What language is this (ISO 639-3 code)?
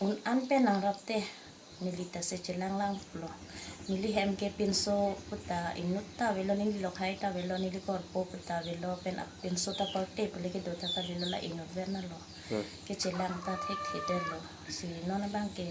mjw